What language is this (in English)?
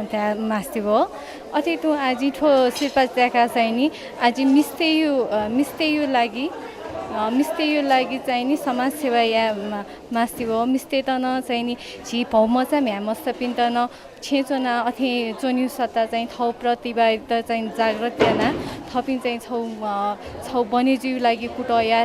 Newari